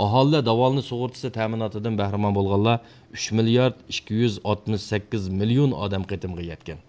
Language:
Uyghur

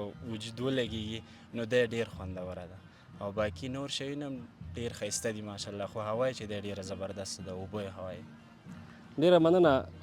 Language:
Pashto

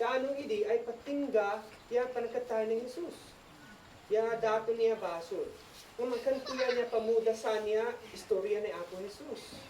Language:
Isnag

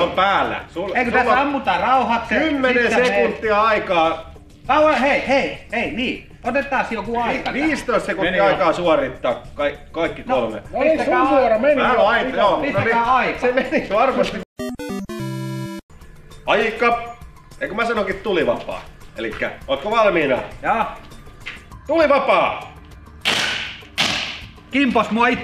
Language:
Finnish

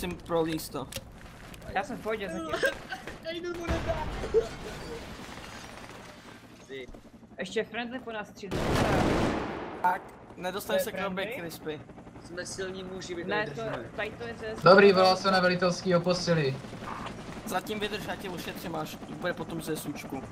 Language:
Czech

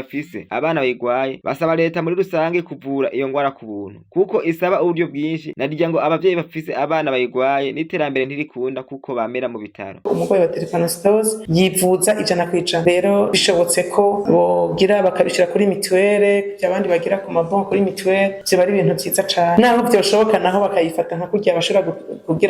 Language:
Rundi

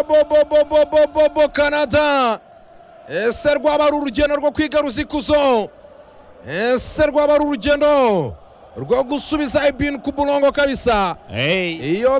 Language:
Kinyarwanda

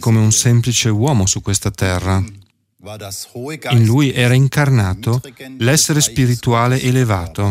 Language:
Italian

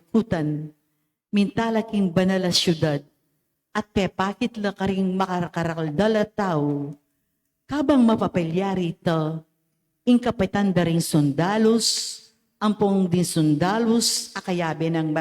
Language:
Pampanga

